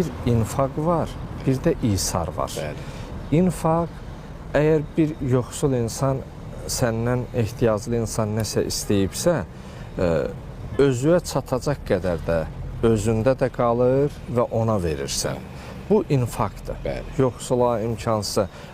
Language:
Azerbaijani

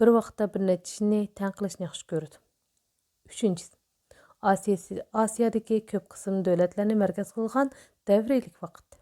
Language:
Uyghur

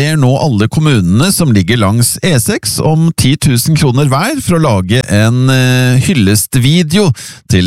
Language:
Norwegian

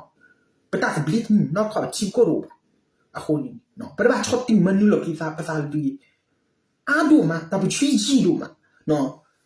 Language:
S'gaw Karen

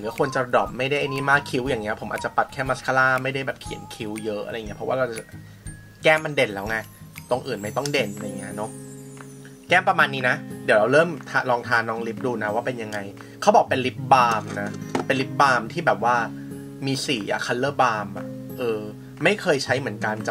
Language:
Thai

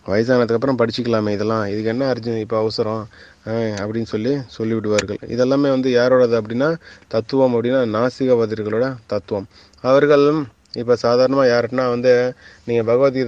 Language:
Tamil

